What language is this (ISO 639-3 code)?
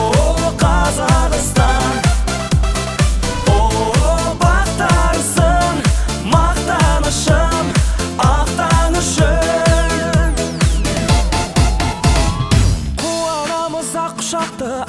kaz